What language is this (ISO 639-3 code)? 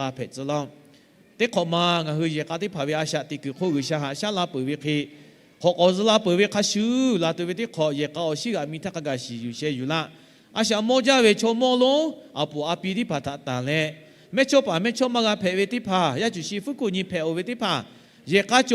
lhu